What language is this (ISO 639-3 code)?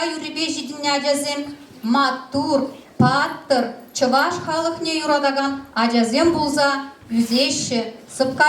chv